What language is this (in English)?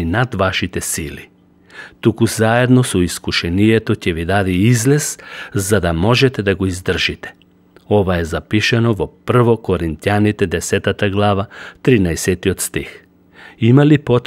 Macedonian